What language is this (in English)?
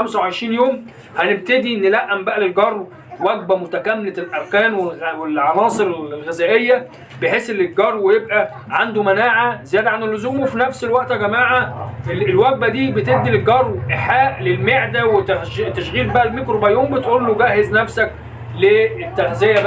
Egyptian Arabic